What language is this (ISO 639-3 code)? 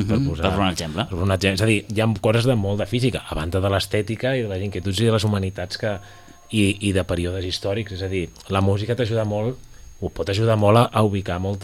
cat